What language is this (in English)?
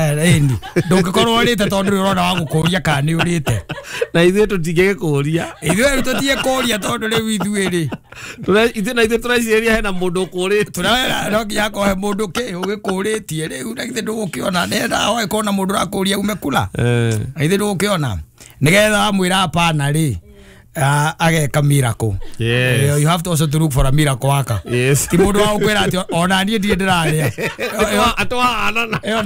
Kikuyu